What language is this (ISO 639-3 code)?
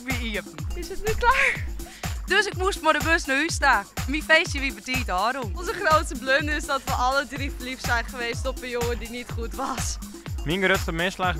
fry